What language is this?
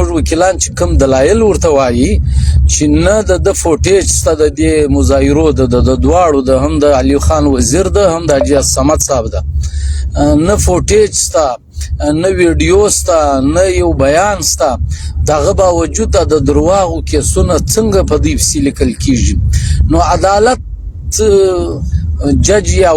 Pashto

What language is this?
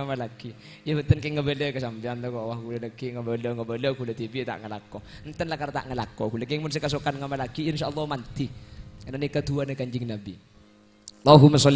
Madurese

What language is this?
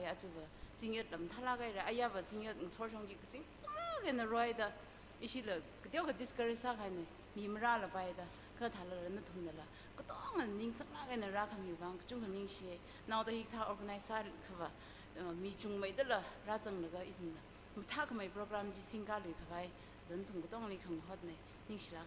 Tangkhul Naga (India)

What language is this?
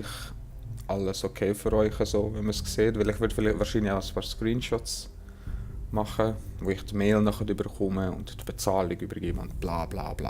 Swiss German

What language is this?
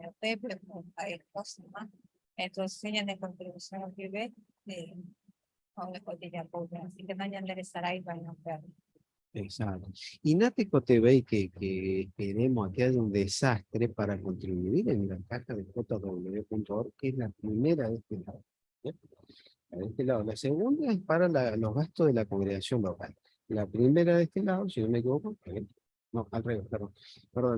Guarani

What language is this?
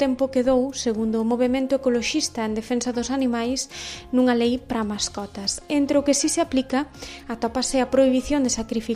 Galician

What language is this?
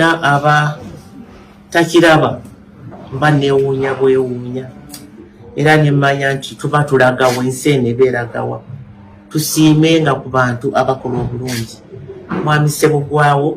Ganda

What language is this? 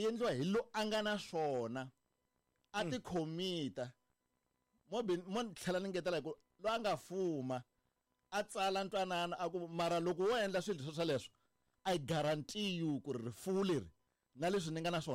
Tsonga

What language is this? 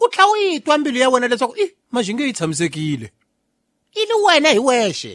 Tsonga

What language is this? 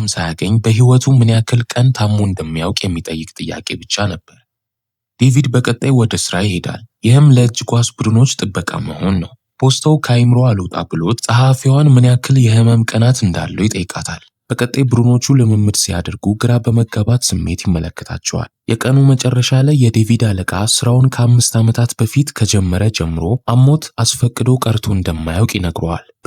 Amharic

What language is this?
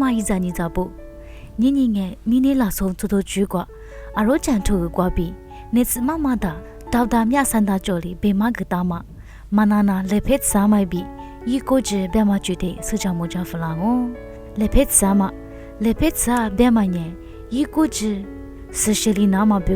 Lisu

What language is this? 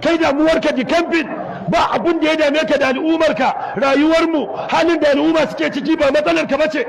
Hausa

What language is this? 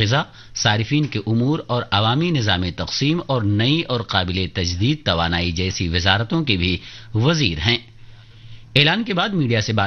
Urdu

